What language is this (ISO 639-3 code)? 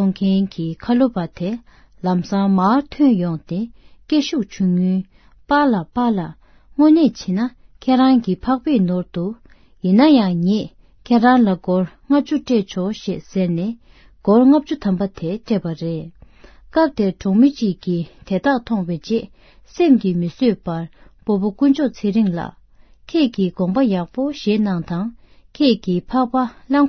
bod